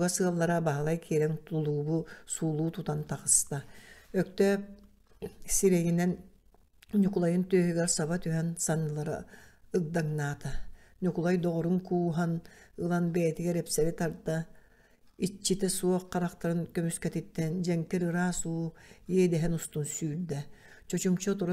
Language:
Yakut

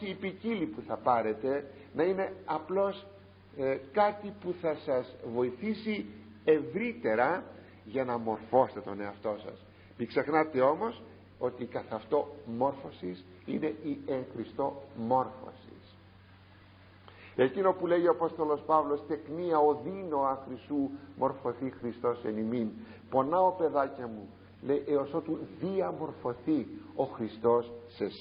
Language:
Greek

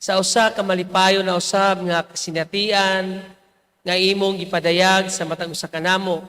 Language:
Cebuano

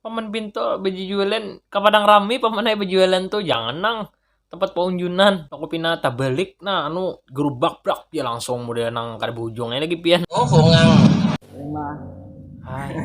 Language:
Banjar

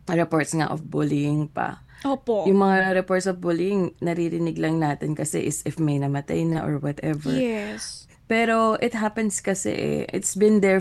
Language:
Filipino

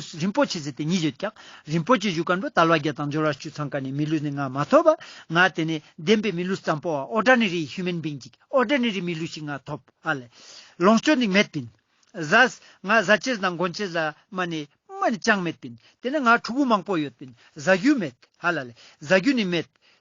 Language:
Ladakhi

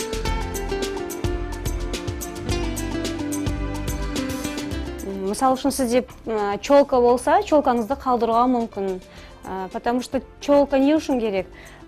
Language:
Kazakh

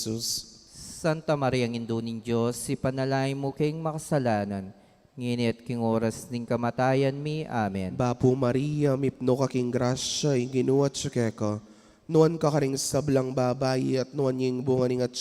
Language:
Pampanga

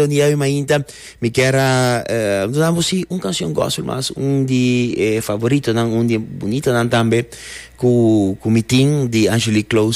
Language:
Papiamento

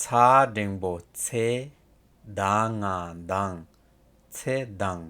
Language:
Tibetan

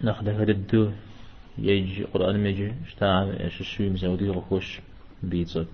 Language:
Kabardian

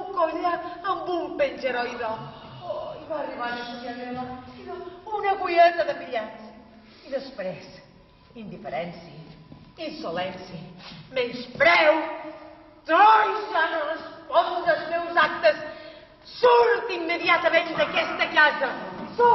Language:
Catalan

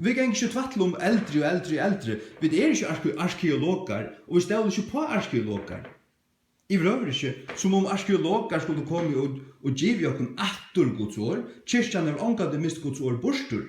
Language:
Faroese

